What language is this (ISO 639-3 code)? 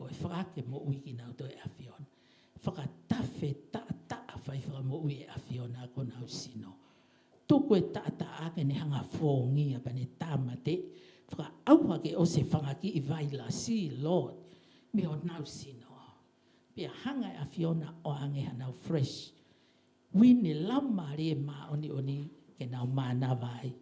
ton